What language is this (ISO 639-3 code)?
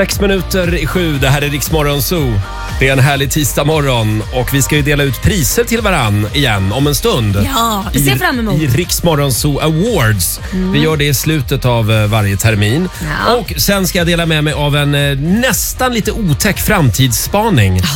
swe